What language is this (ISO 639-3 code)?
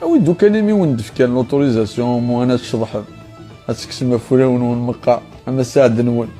kab